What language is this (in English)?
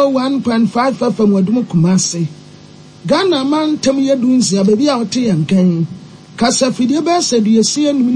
Akan